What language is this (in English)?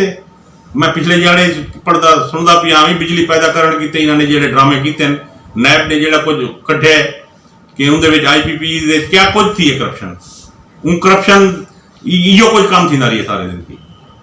Saraiki